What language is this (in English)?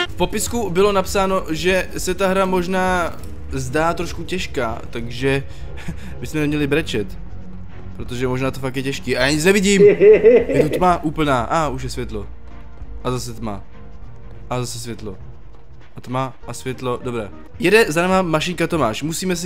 Czech